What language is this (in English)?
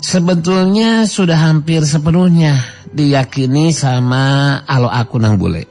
Sundanese